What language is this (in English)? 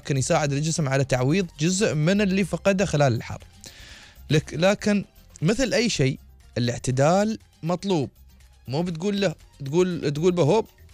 Gulf Arabic